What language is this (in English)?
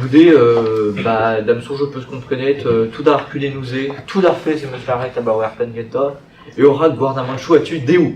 Breton